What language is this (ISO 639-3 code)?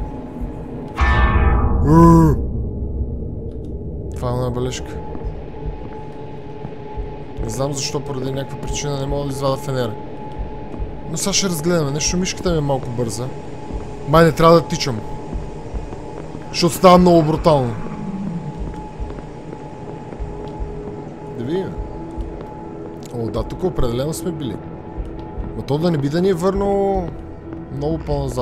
bul